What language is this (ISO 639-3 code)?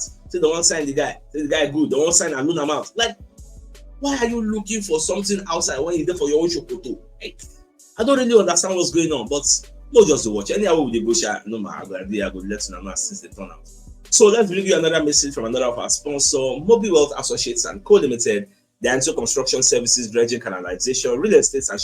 pcm